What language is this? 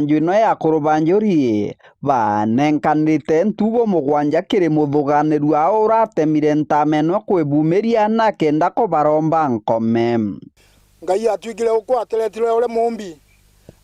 Meru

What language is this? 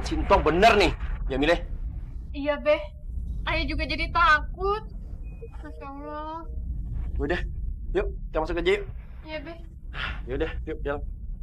Betawi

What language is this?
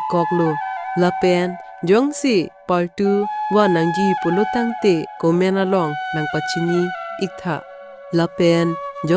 Karbi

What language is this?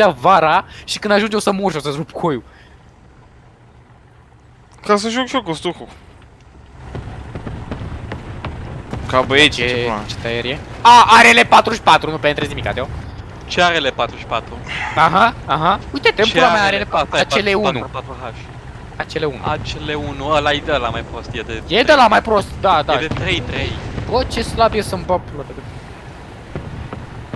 Romanian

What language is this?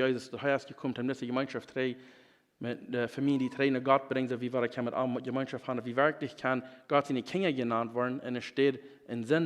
Plautdietsch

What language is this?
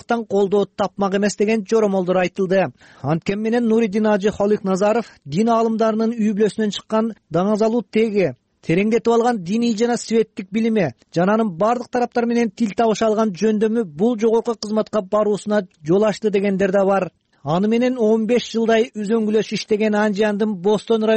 Kyrgyz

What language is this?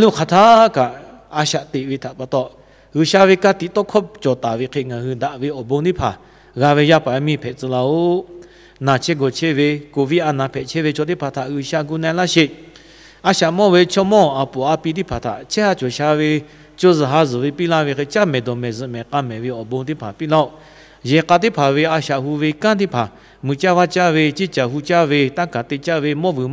Lahu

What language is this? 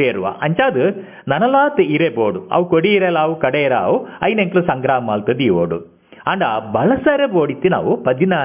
Tulu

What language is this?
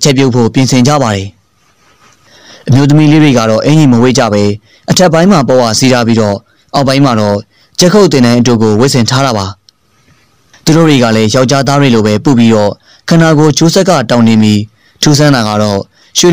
Burmese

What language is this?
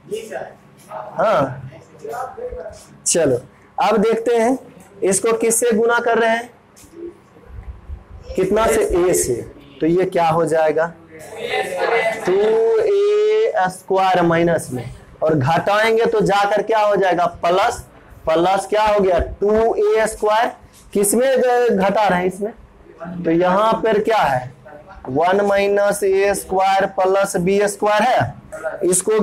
Hindi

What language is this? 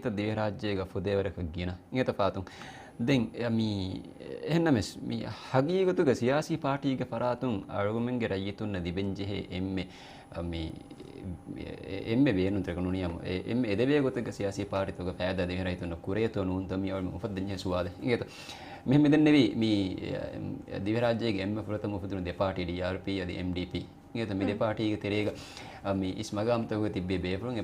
Divehi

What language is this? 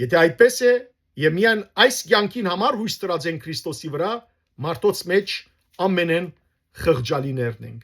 Western Armenian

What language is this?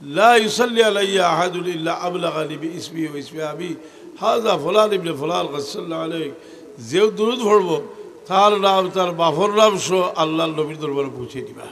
Sylheti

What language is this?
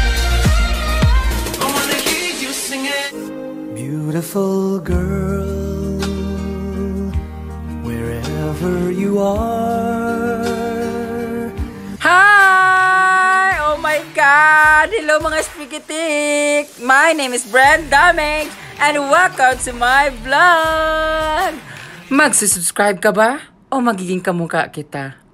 Filipino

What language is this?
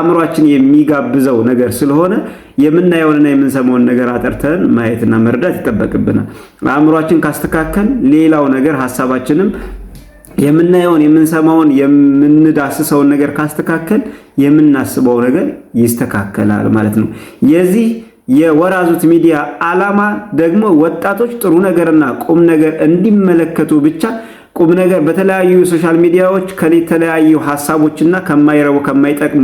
Amharic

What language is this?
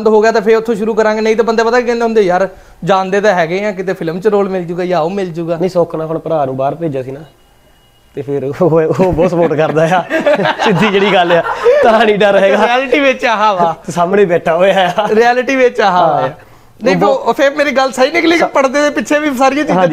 Punjabi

